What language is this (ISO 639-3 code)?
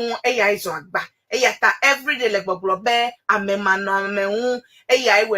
ewe